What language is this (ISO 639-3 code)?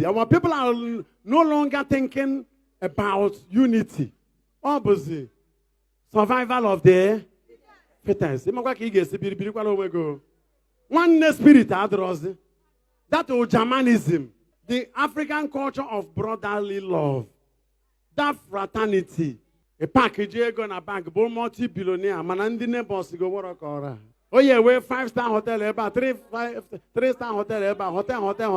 ibo